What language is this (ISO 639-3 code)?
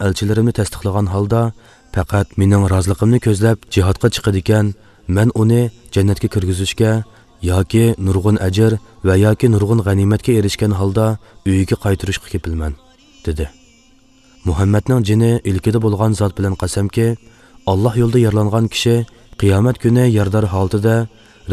uig